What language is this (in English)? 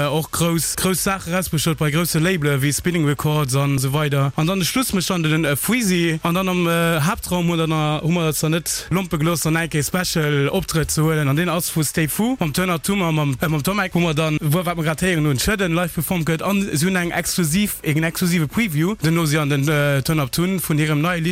Luxembourgish